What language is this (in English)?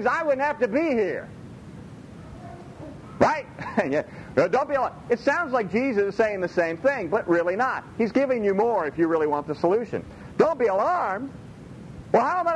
English